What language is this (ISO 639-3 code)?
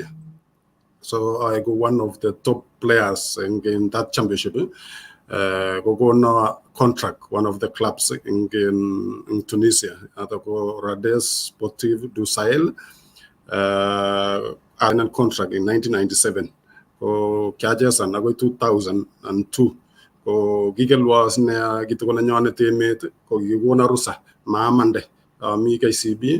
kln